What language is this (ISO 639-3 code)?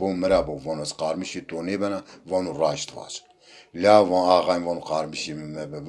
zza